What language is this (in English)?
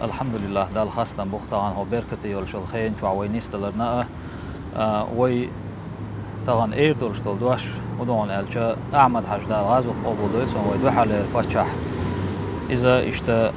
Chechen